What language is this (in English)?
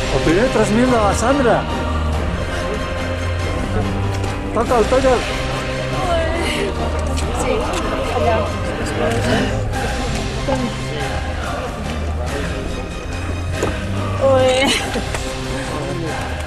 Catalan